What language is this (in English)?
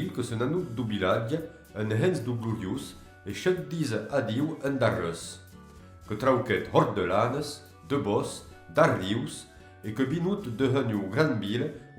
Occitan